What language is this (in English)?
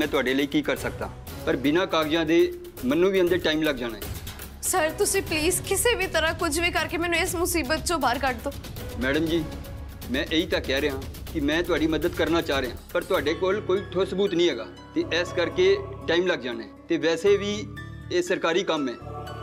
Punjabi